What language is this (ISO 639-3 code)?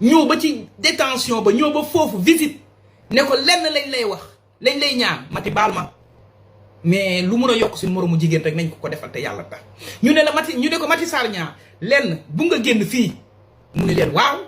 wol